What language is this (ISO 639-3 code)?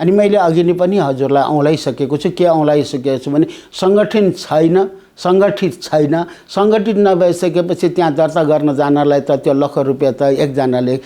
nep